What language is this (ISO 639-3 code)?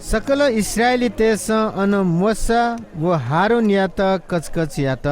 new